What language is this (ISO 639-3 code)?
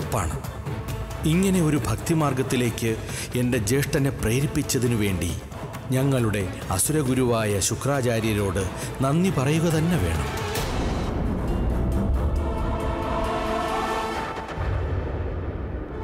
mal